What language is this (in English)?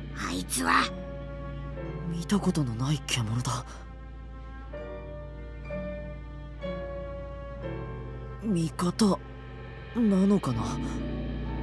Japanese